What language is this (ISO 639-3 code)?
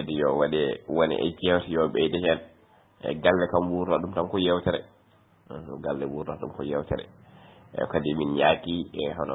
ful